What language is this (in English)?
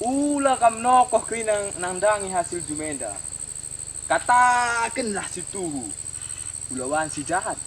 Batak Karo